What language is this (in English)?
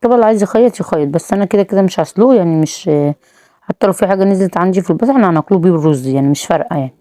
Egyptian Arabic